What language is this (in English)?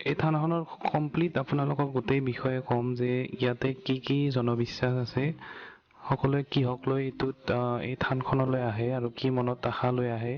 Assamese